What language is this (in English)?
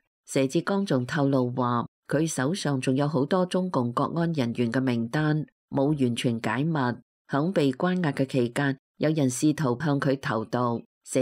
Cantonese